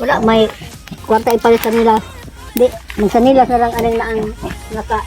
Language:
Cebuano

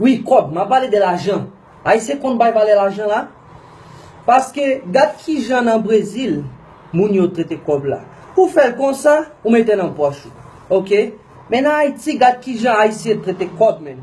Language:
Haitian Creole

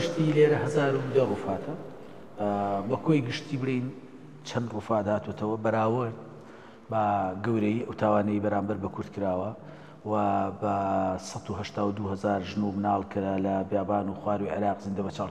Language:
Central Kurdish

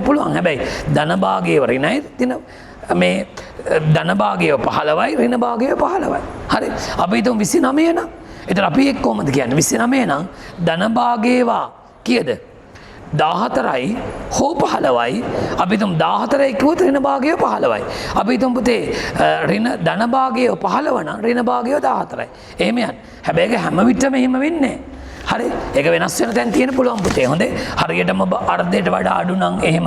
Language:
Sinhala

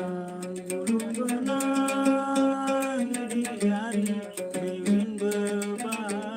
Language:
Sasak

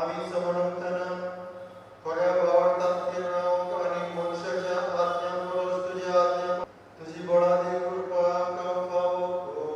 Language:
Konkani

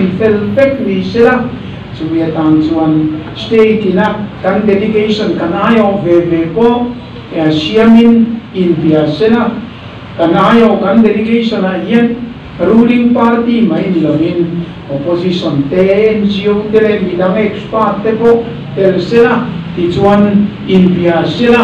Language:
Mizo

